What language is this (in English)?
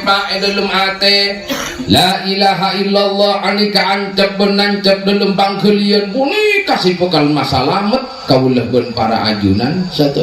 Madurese